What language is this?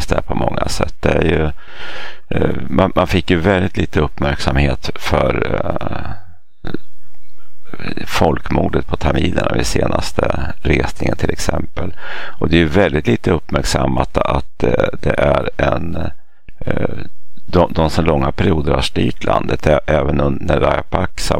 Swedish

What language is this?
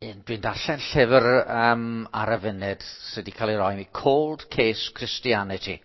Welsh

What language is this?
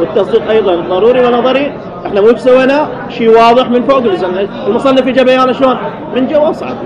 Mesopotamian Arabic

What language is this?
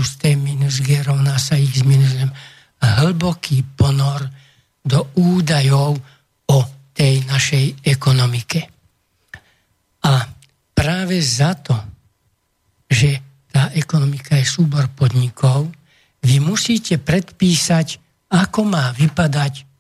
Slovak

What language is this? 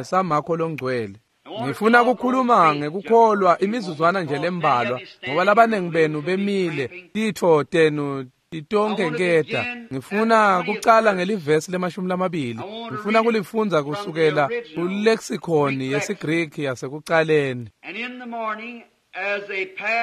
Swati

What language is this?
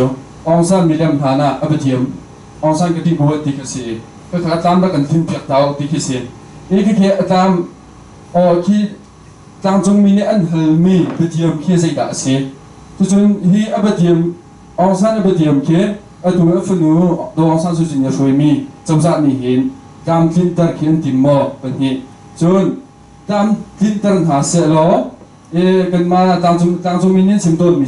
Hakha Chin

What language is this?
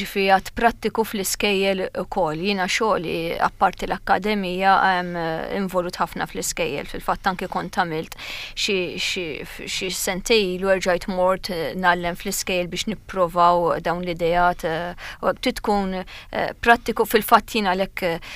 Maltese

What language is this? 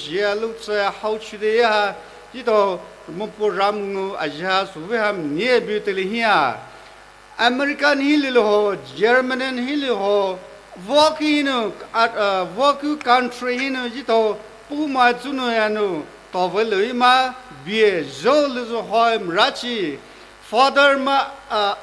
Poumei Naga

